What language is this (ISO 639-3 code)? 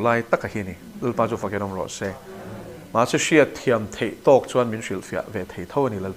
lus